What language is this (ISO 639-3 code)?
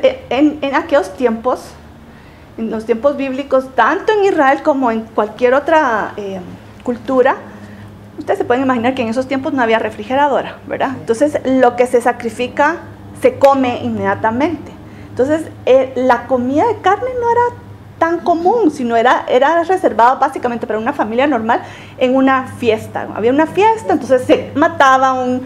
spa